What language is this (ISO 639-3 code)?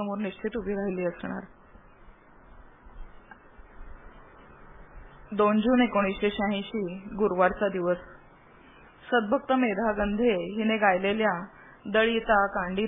mar